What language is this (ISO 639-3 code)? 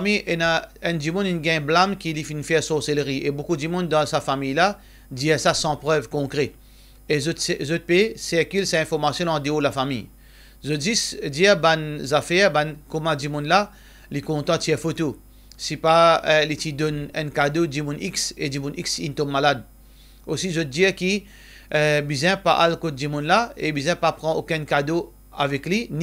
mfe